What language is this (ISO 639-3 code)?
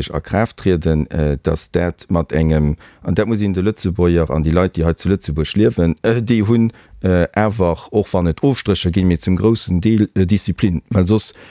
ltz